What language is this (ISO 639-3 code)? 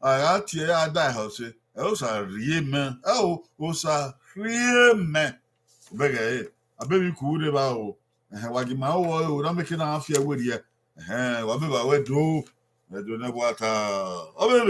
bin